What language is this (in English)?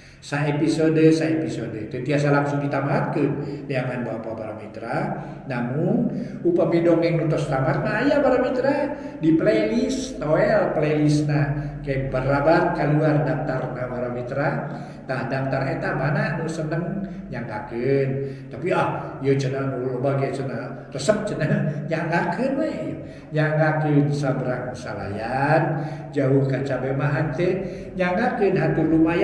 Sundanese